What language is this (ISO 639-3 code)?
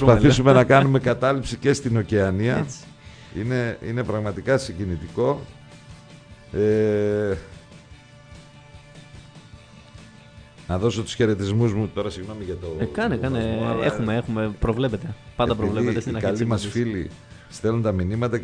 ell